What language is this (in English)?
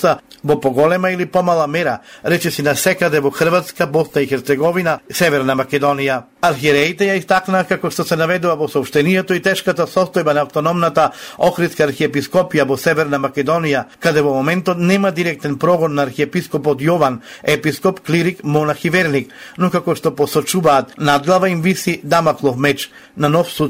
Macedonian